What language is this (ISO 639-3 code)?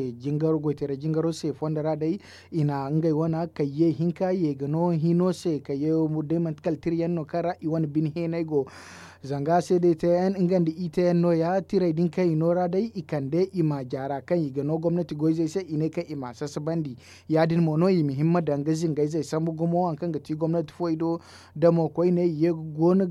dje